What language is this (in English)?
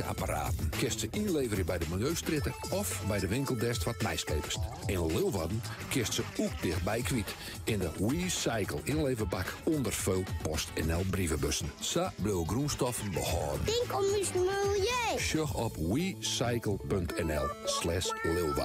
Western Frisian